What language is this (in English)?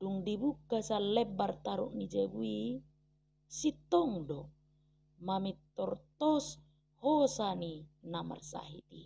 Batak Toba